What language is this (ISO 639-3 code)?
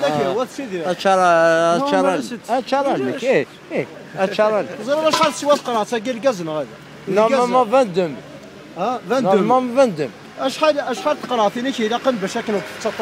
kab